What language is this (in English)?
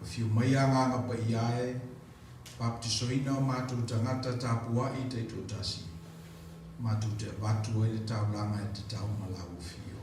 Samoan